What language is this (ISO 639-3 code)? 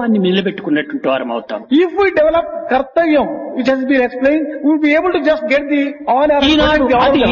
tel